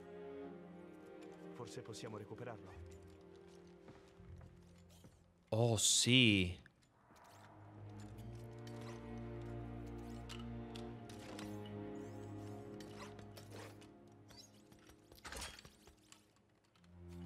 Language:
Italian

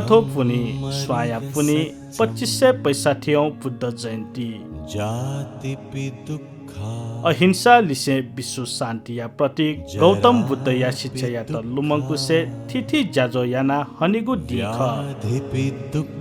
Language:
Newari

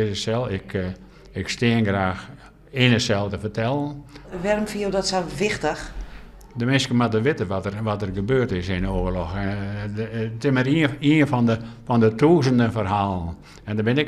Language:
Western Frisian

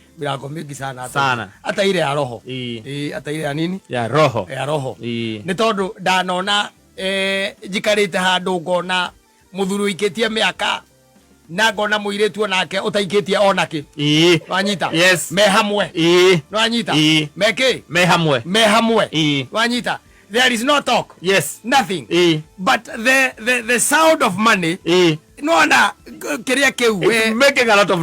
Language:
Kikuyu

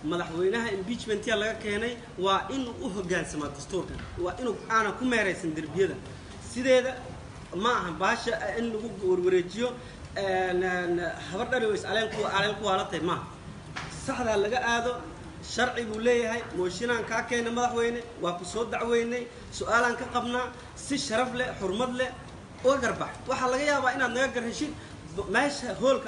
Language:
Somali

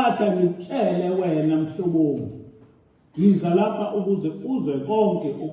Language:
Zulu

